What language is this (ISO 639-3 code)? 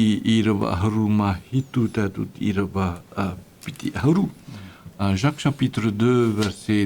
tah